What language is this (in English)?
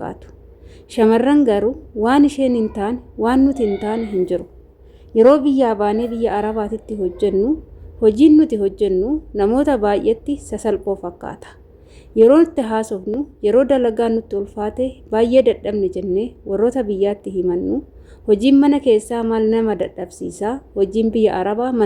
Oromo